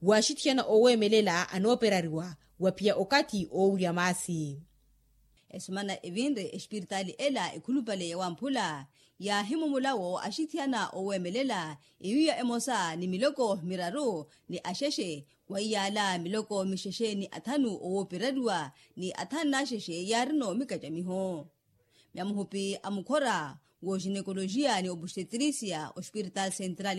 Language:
Makhuwa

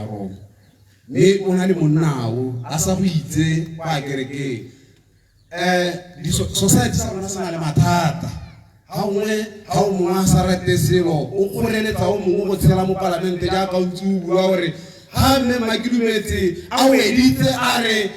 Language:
Tswana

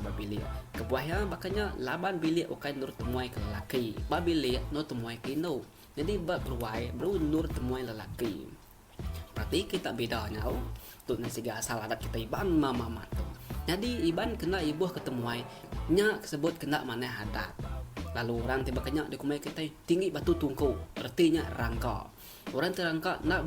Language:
Iban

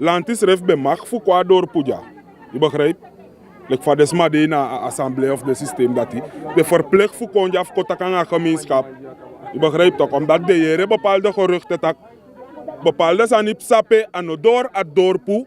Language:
Sranan Tongo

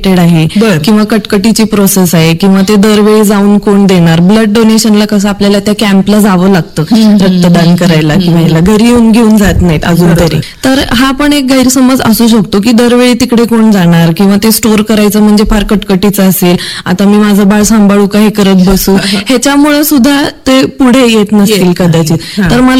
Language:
Marathi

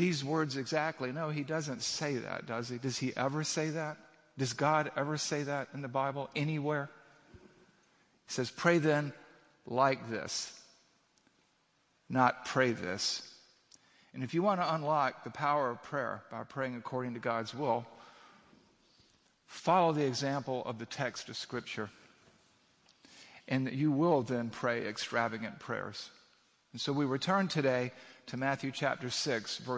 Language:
English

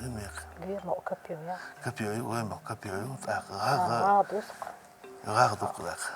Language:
Chechen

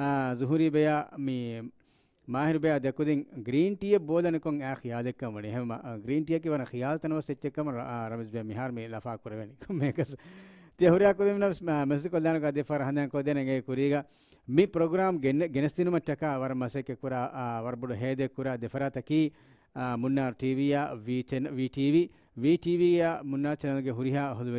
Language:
Divehi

